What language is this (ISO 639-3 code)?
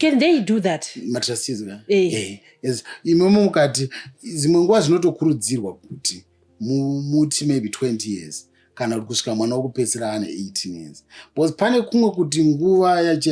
sna